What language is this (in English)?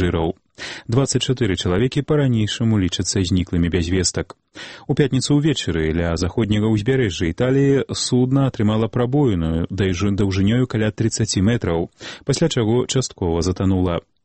Belarusian